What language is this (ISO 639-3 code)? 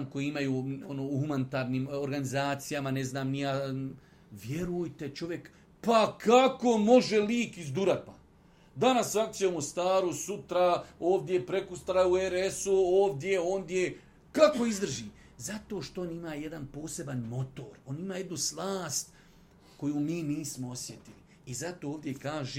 bos